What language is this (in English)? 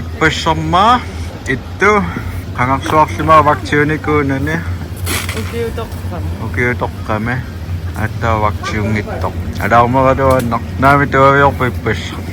Kalaallisut